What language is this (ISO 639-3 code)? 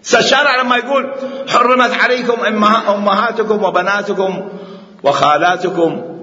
acm